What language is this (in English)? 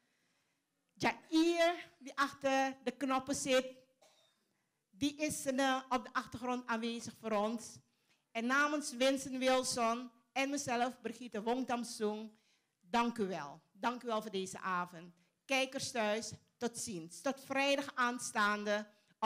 Dutch